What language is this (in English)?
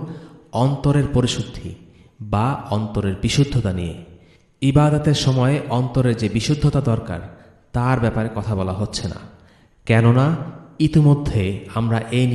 Bangla